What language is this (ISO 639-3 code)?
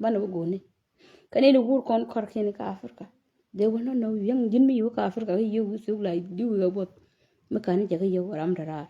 nus